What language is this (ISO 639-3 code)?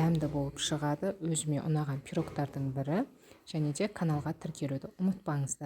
kaz